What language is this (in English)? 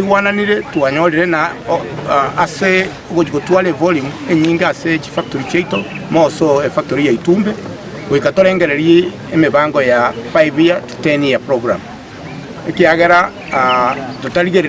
Gusii